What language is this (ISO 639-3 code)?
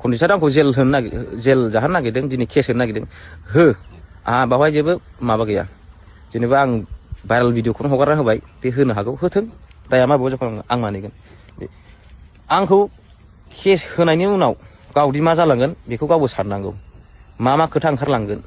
brx